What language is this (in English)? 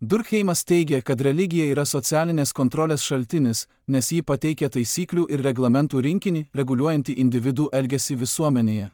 Lithuanian